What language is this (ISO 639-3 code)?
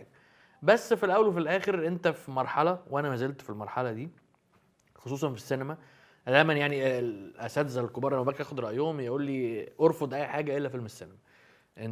arz